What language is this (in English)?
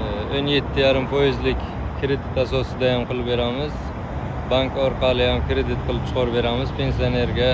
Uzbek